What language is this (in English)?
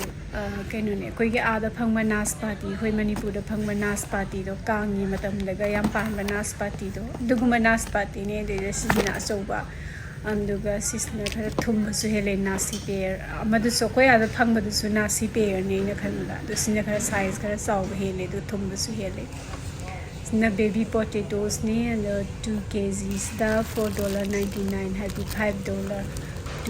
Manipuri